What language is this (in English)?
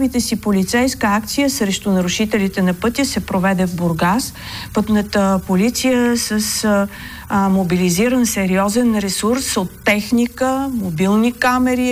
Bulgarian